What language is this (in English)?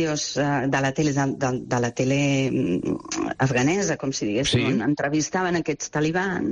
Catalan